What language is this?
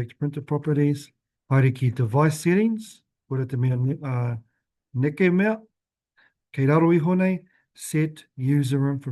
Māori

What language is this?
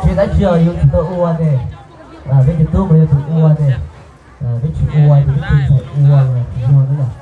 Hmong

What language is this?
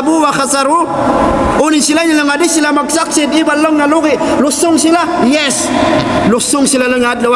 Tausug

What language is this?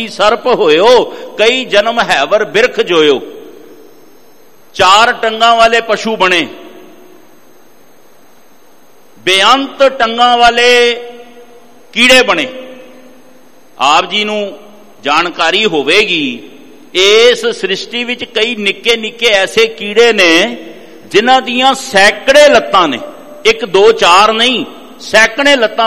Punjabi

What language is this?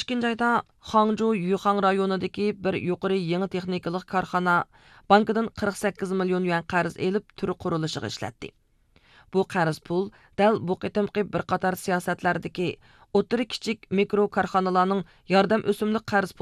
Uyghur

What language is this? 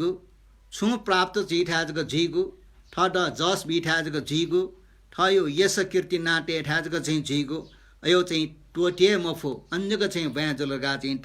Newari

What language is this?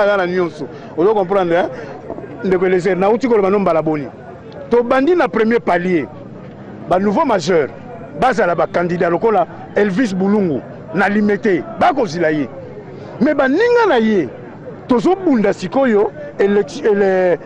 Lingala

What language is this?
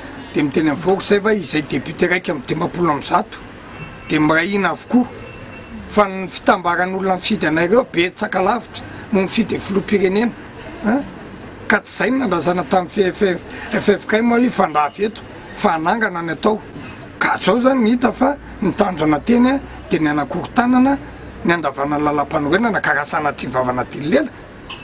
Malagasy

